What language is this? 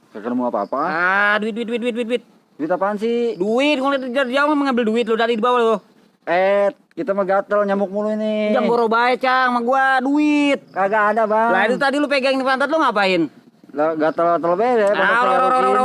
Betawi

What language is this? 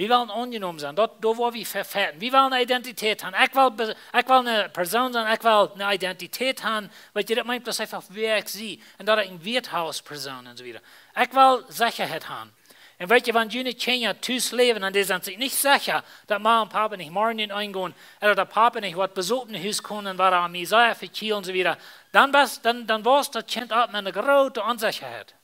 Plautdietsch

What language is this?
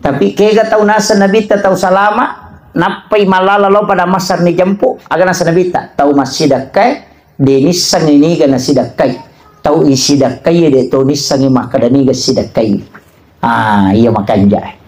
Buginese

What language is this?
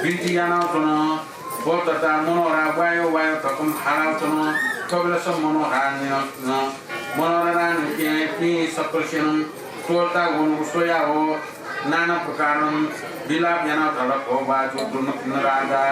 Newari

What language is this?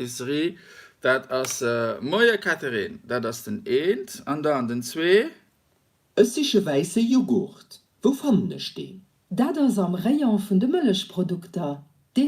Luxembourgish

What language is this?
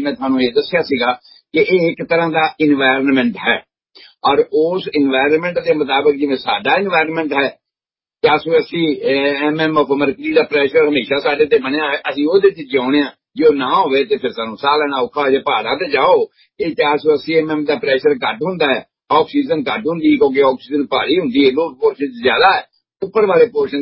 Punjabi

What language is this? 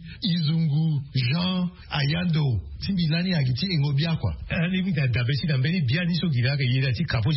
Sango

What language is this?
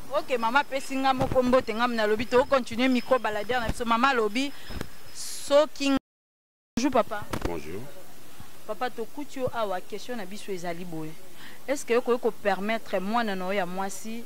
Lingala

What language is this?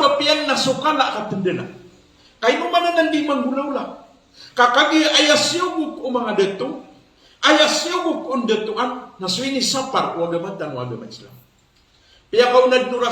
Maranao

